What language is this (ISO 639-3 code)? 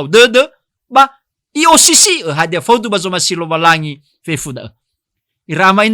nia